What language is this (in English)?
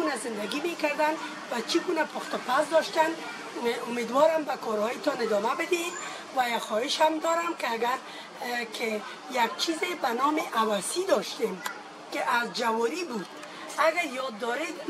Persian